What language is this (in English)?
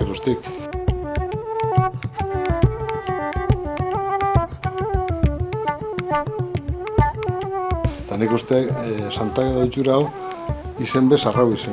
Basque